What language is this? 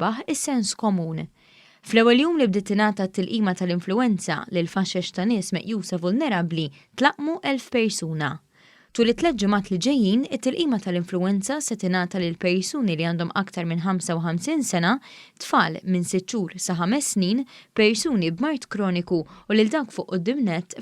Maltese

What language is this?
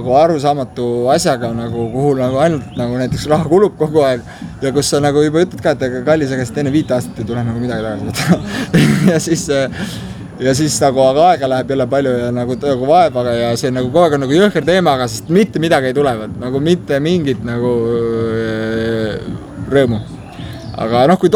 Estonian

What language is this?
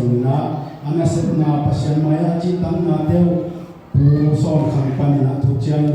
Tedim Chin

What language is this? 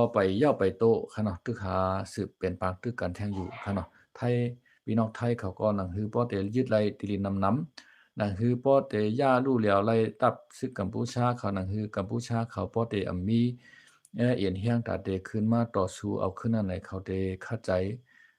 Shan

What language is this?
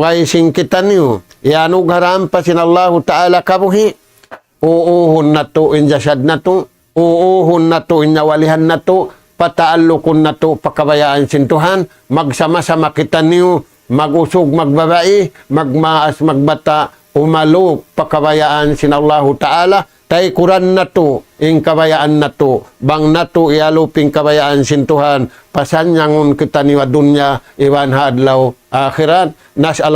Tausug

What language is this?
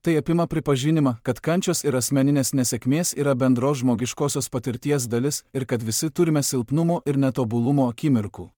Lithuanian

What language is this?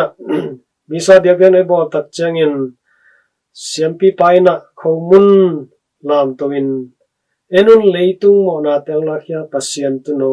Tedim Chin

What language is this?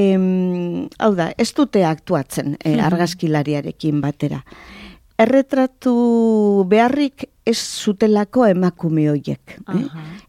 Basque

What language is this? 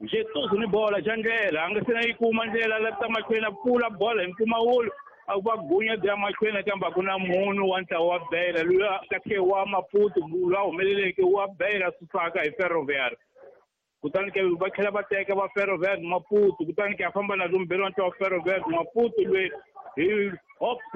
Tsonga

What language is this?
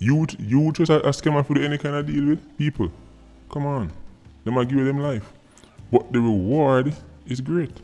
Jamaican Creole English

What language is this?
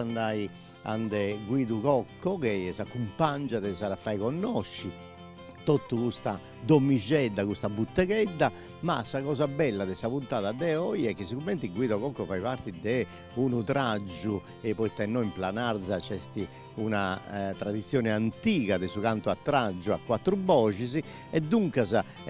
Sardinian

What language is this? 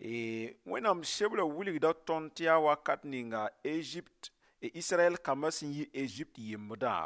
Mossi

